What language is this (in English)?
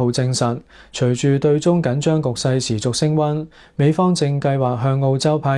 Cantonese